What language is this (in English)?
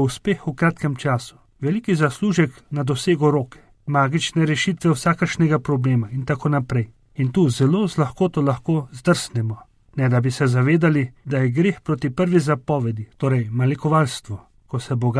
Slovenian